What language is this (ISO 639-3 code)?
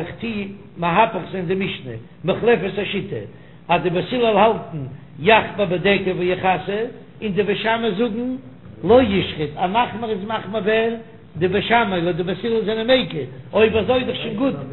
yid